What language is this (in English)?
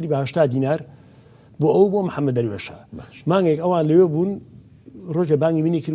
Central Kurdish